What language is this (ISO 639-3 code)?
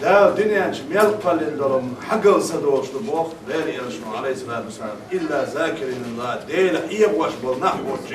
che